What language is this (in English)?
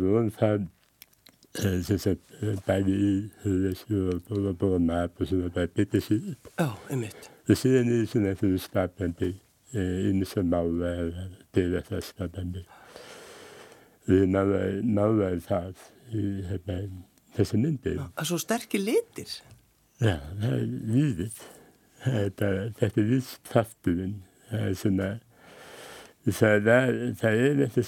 Icelandic